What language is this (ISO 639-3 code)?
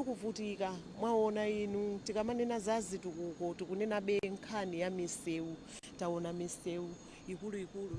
nya